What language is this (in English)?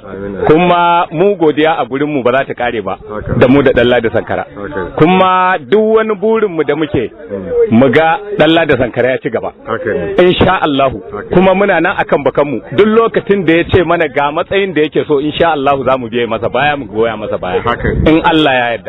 Hausa